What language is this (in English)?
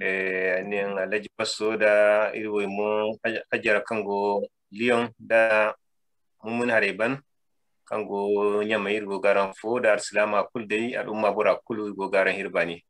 Zarma